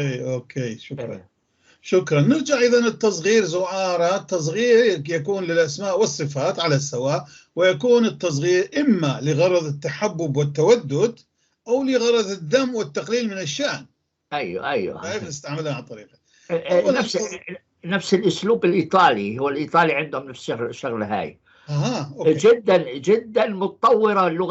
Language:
North Levantine Arabic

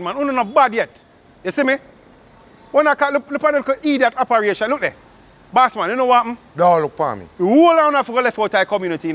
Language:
Jamaican Creole English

